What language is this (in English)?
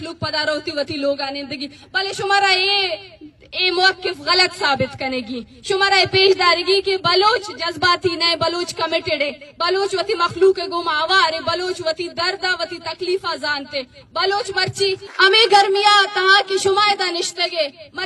Eastern Balochi